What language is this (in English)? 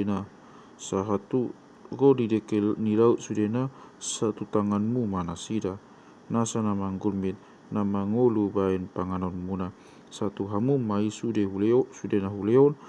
Batak Toba